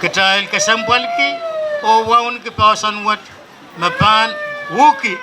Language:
Pohnpeian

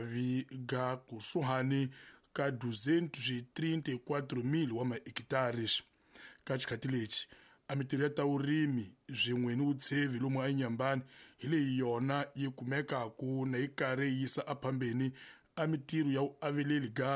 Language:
Tsonga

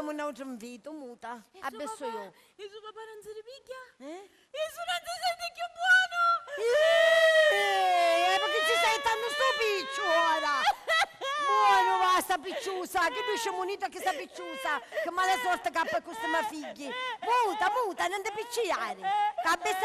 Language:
Sicilian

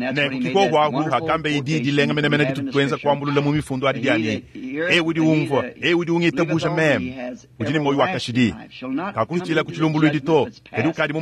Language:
Luba-Lulua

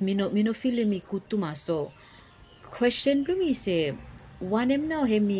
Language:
Bislama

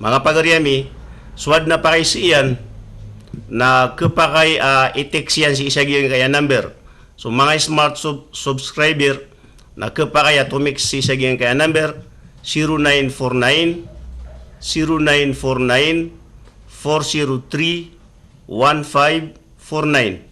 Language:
Maranao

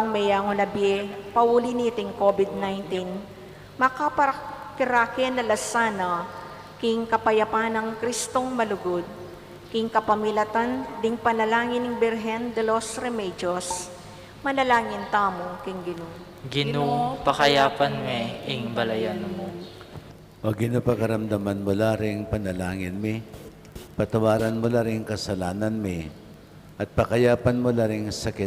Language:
Pampanga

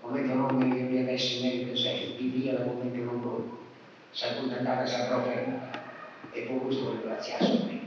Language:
Sardinian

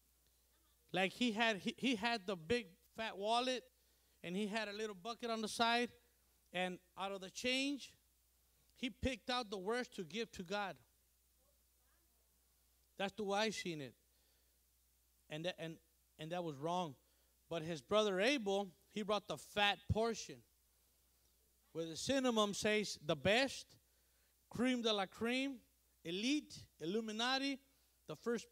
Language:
English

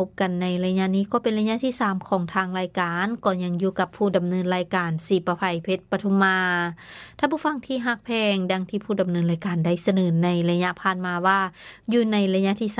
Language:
Lao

